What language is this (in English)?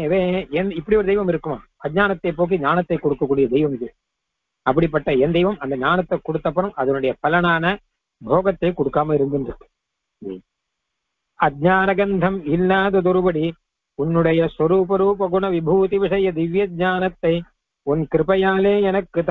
Tamil